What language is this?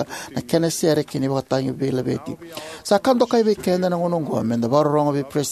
Fijian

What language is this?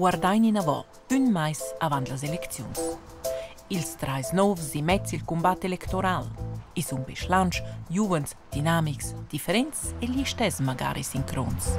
Romansh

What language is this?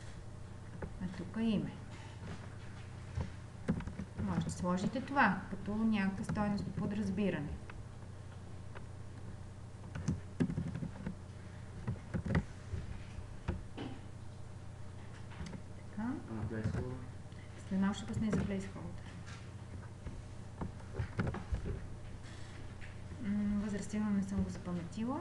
Bulgarian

